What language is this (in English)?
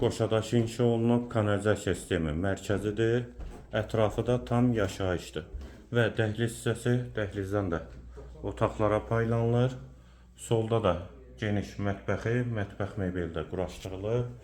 Azerbaijani